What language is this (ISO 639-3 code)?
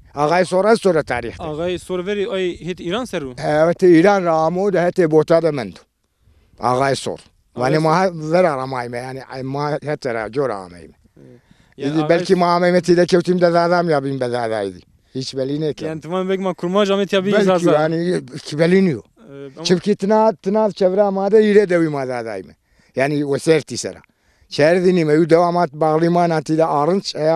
zza